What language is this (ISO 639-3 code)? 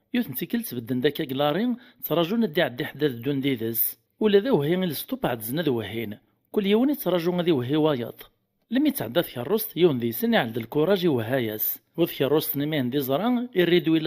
kab